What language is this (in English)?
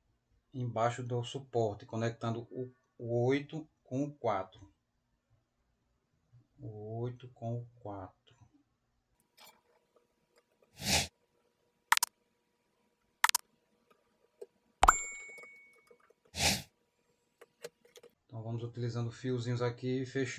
Portuguese